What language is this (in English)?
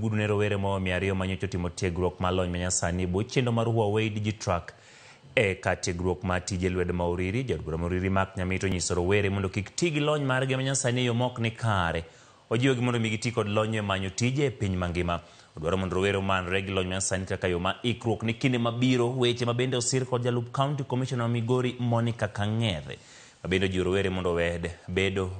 Luo (Kenya and Tanzania)